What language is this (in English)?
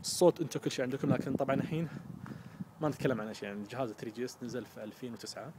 Najdi Arabic